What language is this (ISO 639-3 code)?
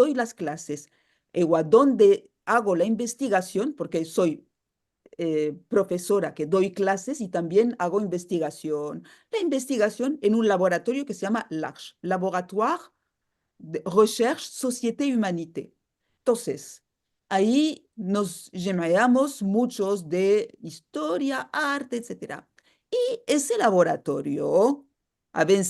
lad